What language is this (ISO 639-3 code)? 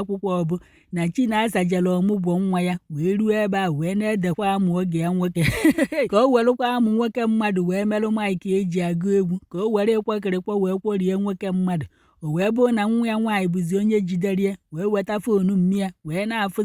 ibo